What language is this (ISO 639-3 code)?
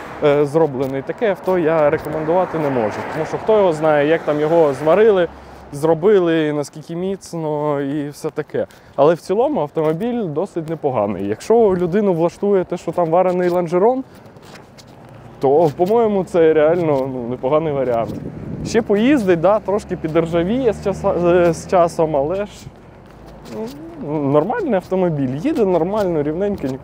ukr